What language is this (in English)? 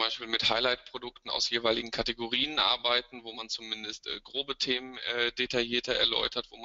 German